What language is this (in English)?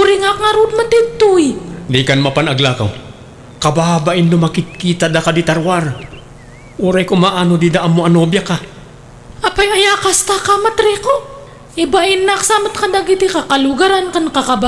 Iloko